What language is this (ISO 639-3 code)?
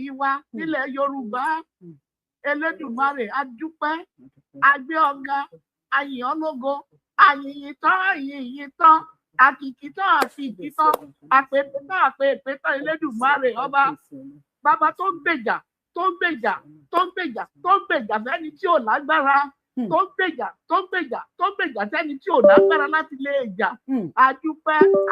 yor